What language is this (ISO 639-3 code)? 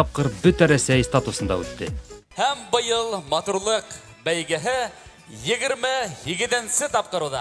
bak